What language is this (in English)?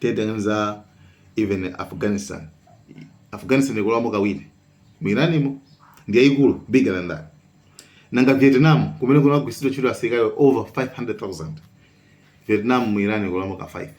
Nyanja